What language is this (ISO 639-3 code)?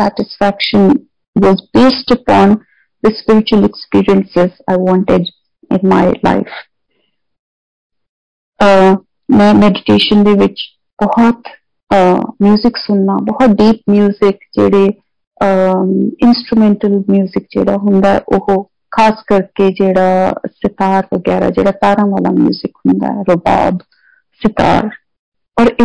pan